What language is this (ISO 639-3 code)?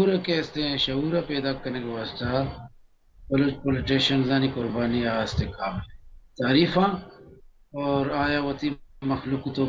bal